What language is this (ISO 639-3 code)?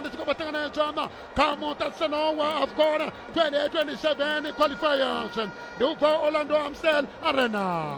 ven